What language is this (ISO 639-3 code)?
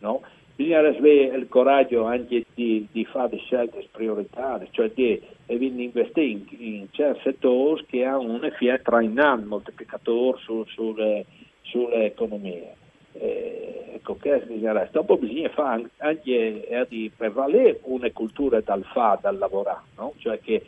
fur